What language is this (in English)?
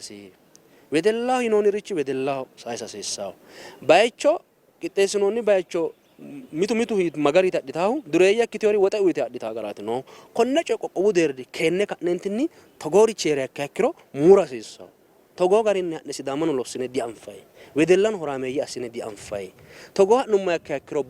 Sidamo